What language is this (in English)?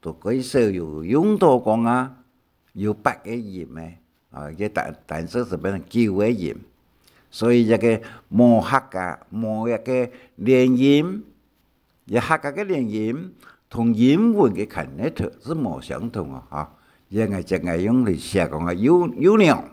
Hakka Chinese